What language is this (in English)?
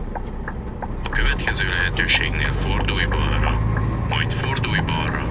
Hungarian